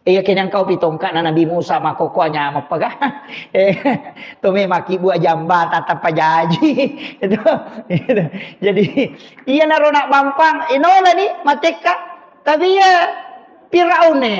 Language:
Buginese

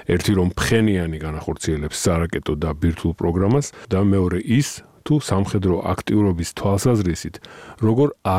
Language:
Georgian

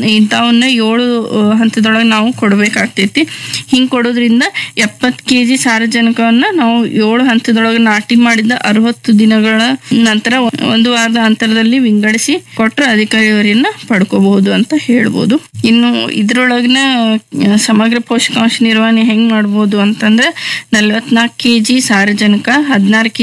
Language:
Kannada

